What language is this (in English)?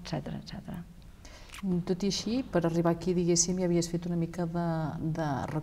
Catalan